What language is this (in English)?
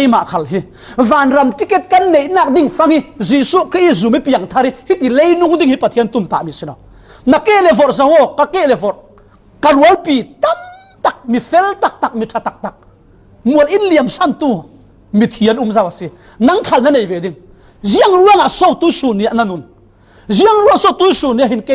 Falam Chin